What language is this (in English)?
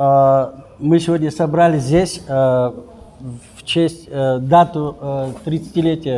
Ingush